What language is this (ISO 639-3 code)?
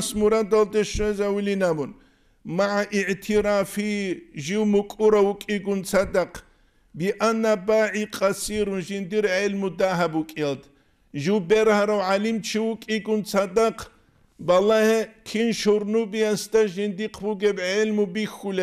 ava